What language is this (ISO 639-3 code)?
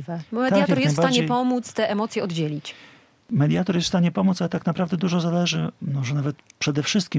pol